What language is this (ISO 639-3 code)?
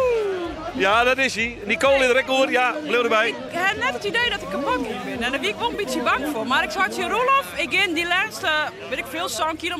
fry